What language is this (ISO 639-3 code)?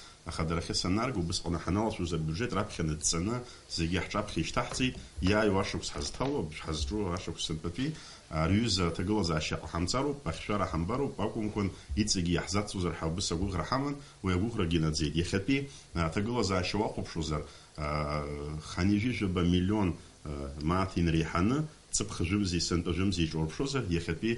abk